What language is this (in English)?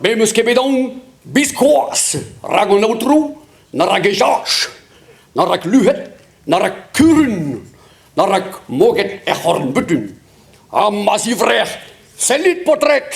Breton